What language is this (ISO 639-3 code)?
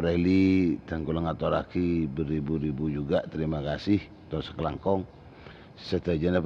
mad